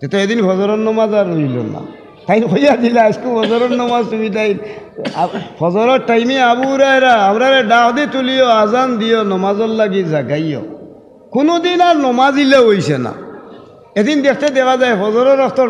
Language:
Sylheti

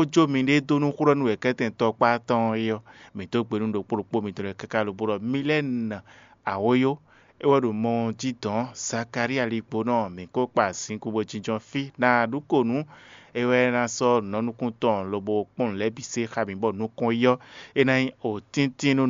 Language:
Fon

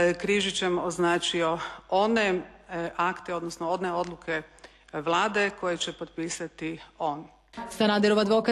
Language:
Croatian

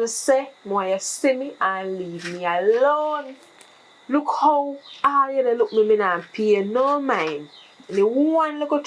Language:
Jamaican Creole English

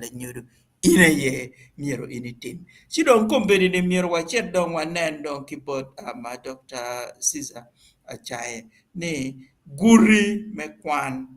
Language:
Acoli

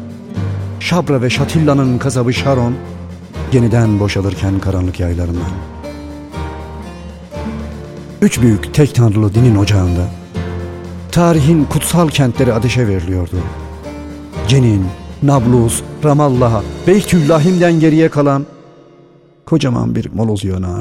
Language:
Turkish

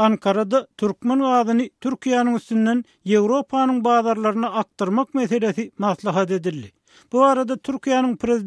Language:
Turkmen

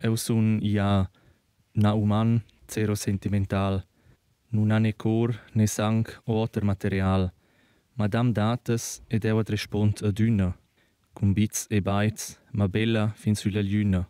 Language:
Romansh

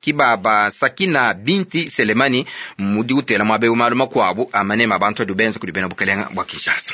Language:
Luba-Lulua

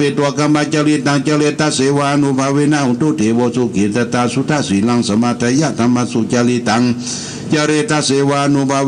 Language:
Pali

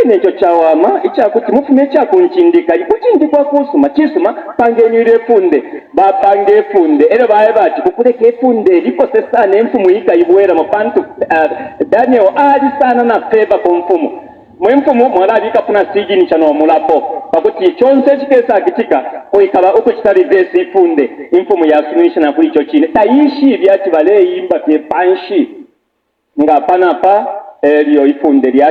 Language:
Bemba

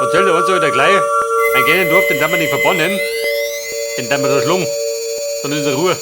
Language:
Bavarian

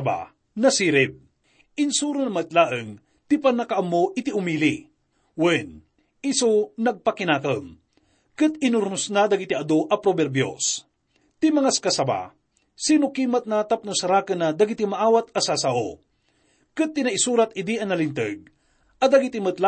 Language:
Iloko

